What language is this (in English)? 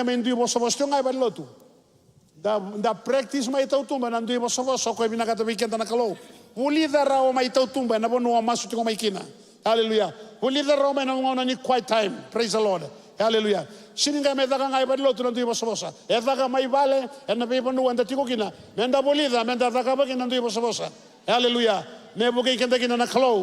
Fijian